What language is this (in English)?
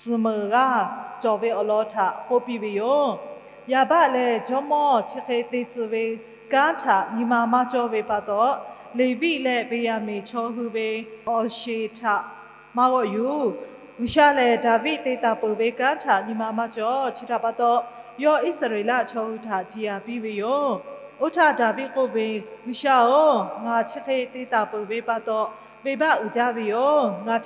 Lahu